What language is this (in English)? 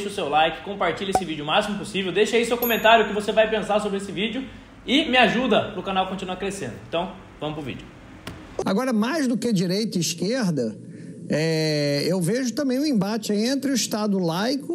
Portuguese